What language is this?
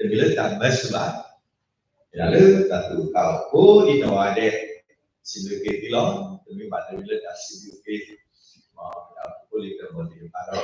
S'gaw Karen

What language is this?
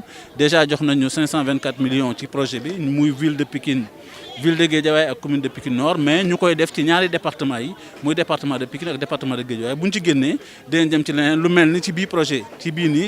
Wolof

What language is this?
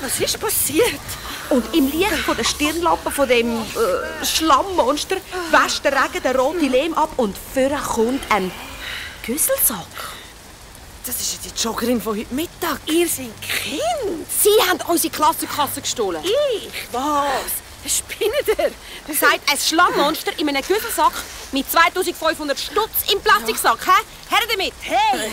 Swiss German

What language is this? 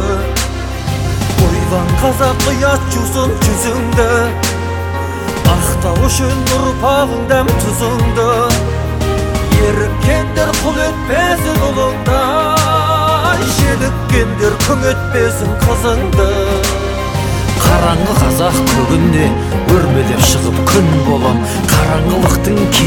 Kazakh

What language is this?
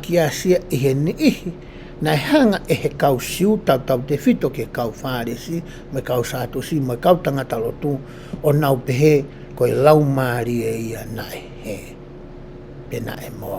Tongan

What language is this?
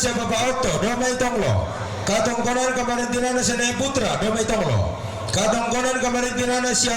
Toraja-Sa'dan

